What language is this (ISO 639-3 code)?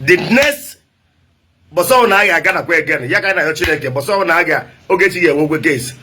ibo